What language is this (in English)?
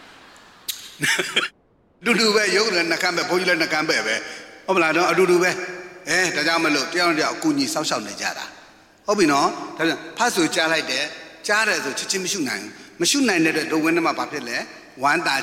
Burmese